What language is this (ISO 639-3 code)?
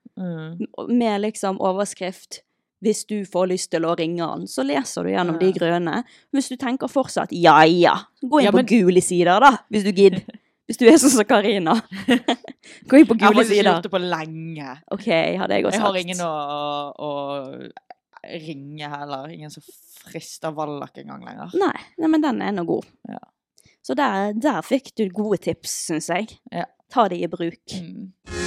nor